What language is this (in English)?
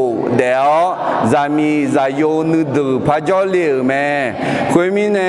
Akha